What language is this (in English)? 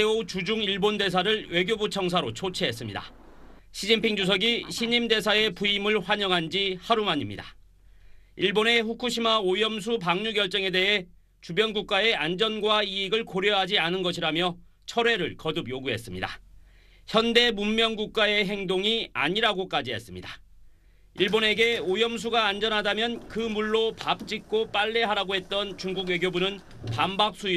Korean